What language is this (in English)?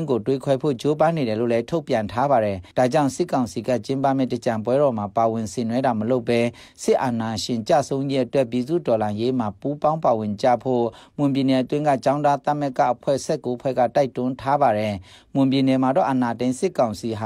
Burmese